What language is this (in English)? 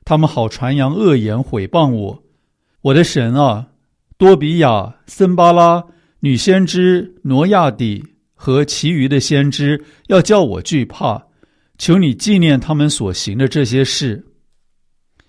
Chinese